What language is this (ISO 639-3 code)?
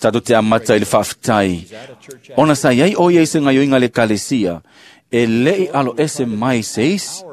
smo